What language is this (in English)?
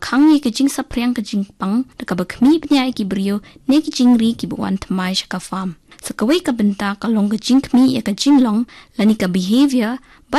Khasi